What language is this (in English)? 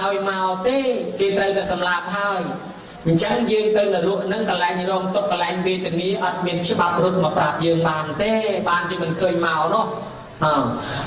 Khmer